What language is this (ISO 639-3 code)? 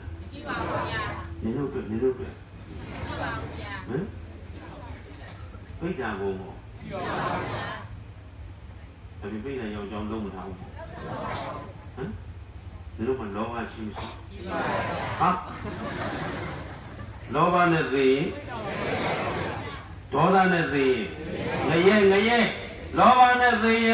mya